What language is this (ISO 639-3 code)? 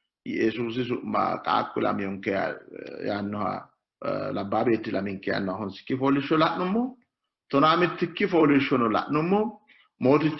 sid